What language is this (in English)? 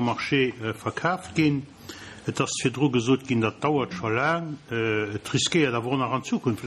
Luxembourgish